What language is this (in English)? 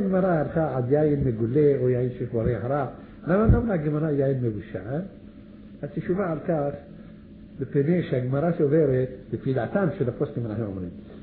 Hebrew